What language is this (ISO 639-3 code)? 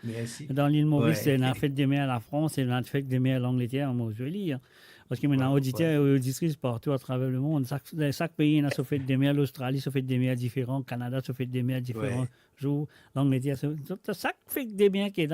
mfe